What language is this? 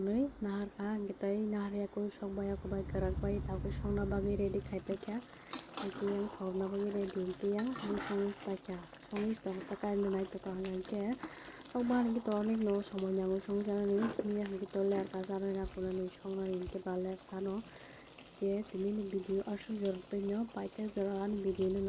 Kok Borok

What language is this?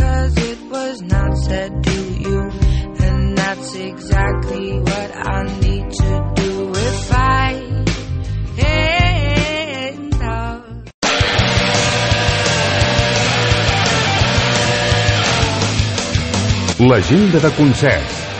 Catalan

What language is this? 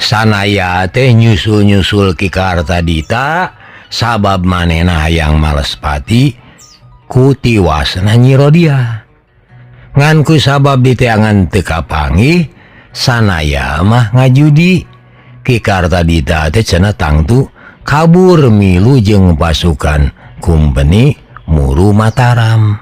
Sundanese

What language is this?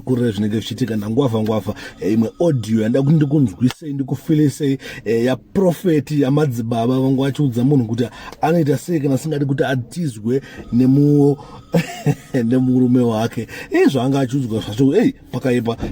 Shona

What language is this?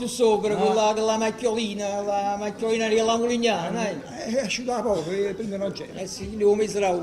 Neapolitan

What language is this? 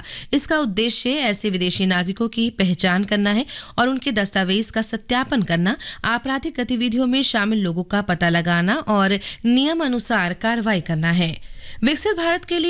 Hindi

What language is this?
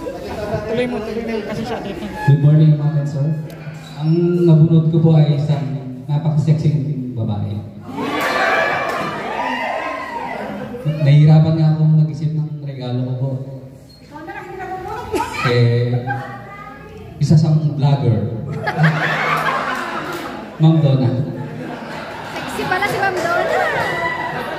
Filipino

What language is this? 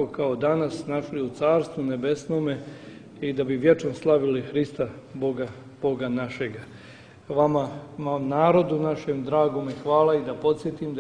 Serbian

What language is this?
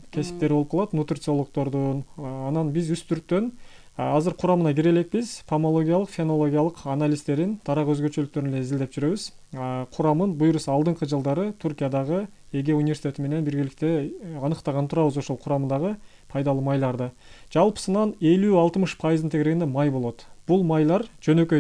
Kyrgyz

